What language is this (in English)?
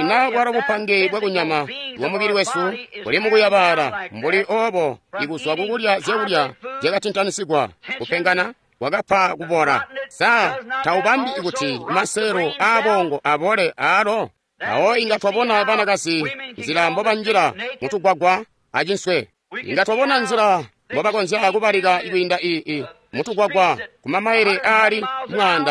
Tonga (Zambia)